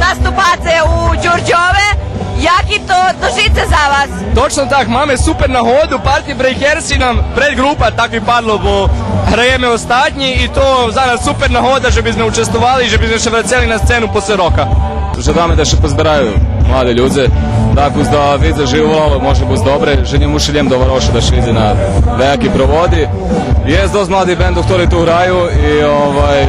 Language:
Rusyn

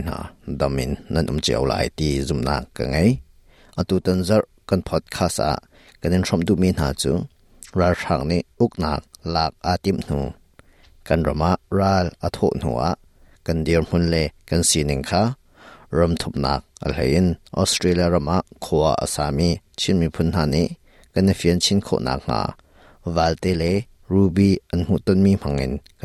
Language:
Hakha Chin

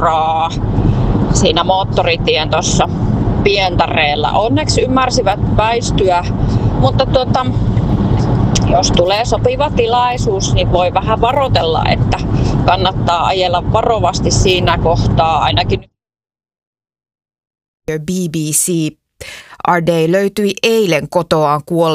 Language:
Finnish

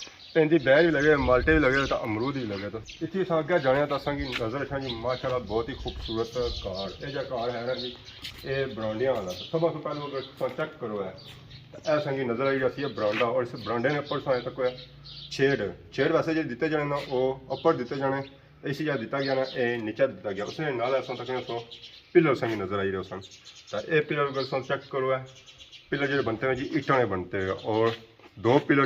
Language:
Pahari-Potwari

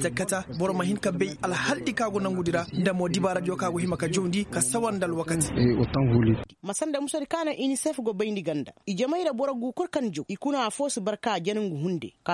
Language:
Koyraboro Senni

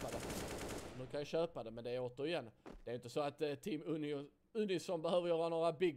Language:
Swedish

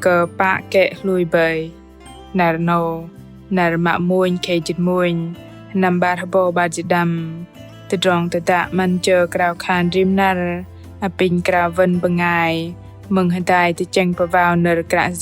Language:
Bahnar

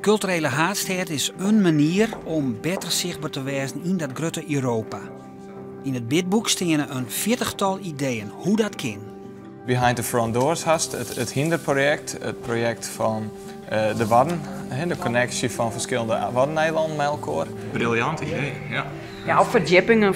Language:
Western Frisian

